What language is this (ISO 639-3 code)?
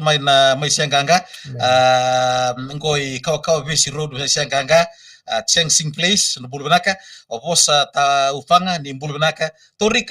fij